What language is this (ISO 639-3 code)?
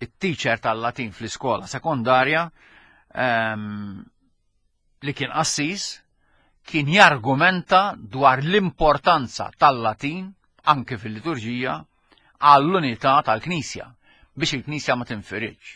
mlt